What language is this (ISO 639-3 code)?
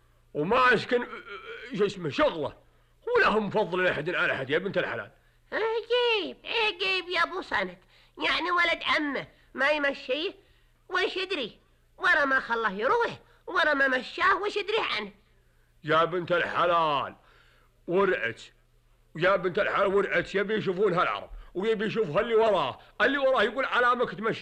ars